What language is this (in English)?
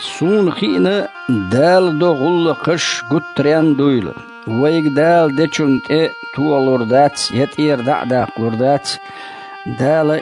Chechen